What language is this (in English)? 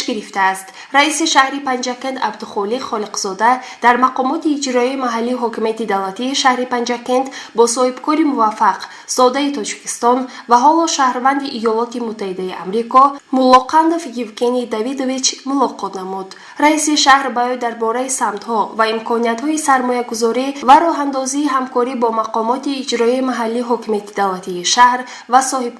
Tajik